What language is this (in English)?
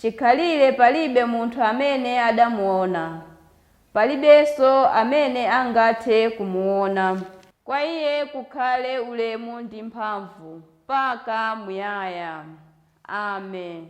Nyanja